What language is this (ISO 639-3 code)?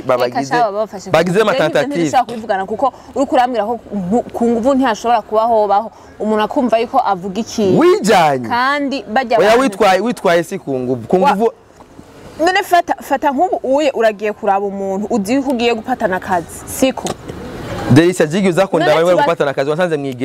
run